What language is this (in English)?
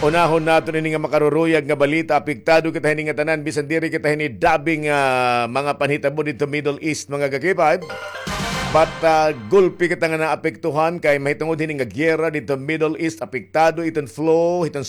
Waray